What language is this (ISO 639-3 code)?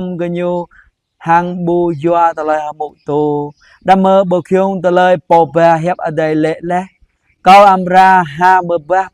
jra